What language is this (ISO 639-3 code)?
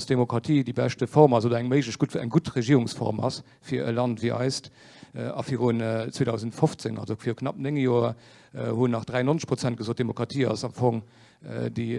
ltz